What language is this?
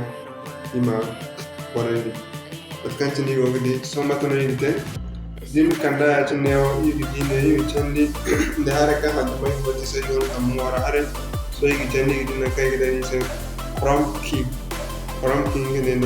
Zarma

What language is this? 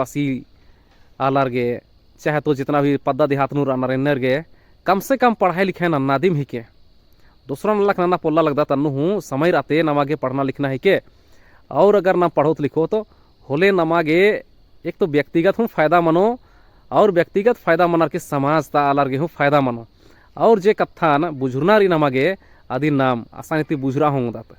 Kurukh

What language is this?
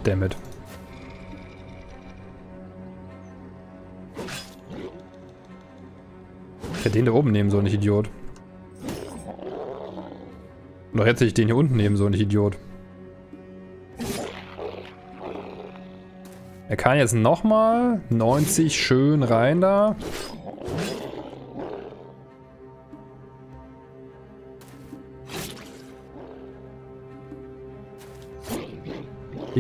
German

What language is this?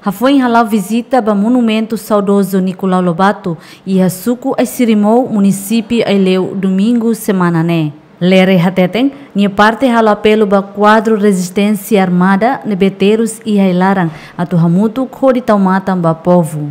Tetum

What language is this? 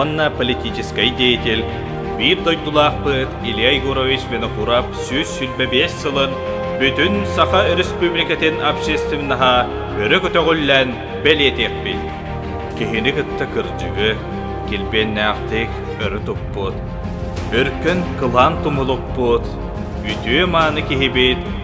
Yakut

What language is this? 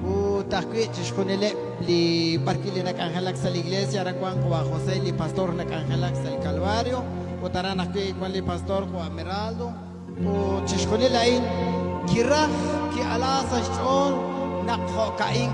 Kekchí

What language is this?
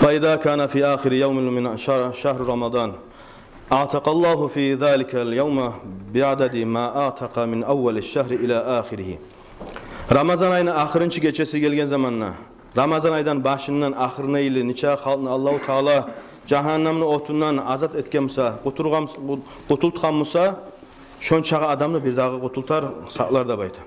Kumyk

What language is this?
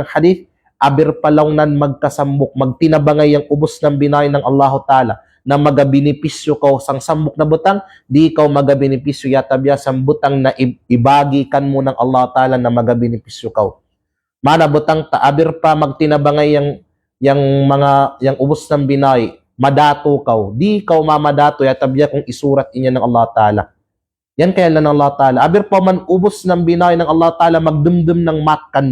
Kalagan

